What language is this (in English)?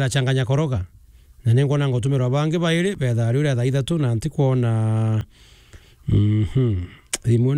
Meru